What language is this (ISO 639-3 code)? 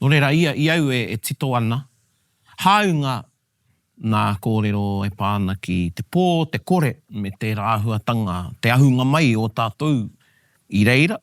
mri